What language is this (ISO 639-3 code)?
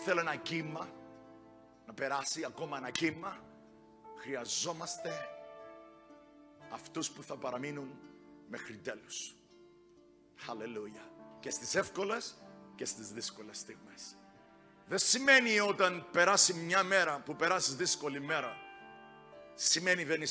ell